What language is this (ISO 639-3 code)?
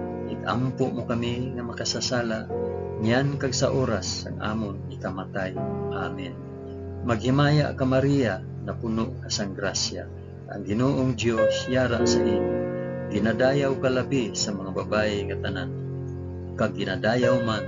hil